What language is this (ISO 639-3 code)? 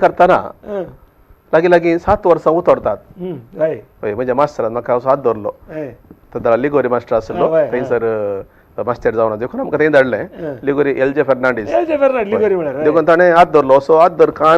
kok